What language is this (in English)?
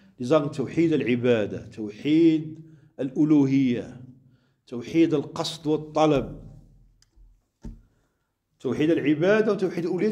German